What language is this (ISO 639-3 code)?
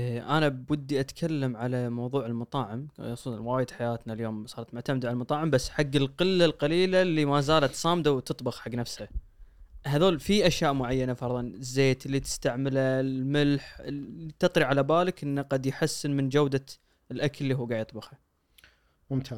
afb